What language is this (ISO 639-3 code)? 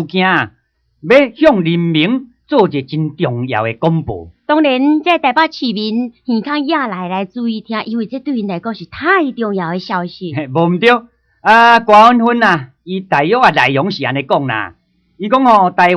nan